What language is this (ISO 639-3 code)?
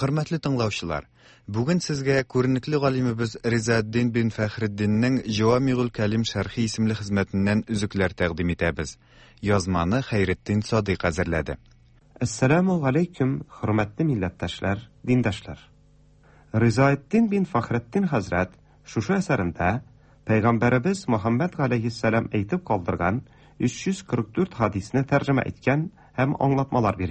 tat